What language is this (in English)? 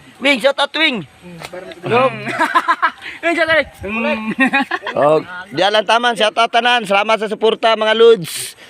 Cebuano